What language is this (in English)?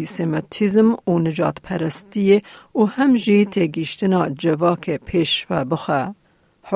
Kurdish